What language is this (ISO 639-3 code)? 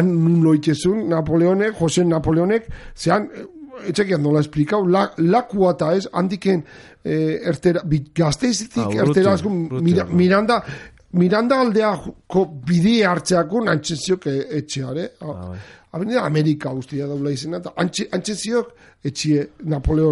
eus